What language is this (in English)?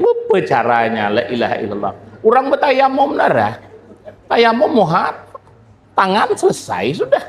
Banjar